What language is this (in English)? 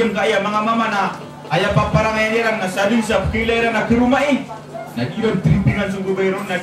Maranao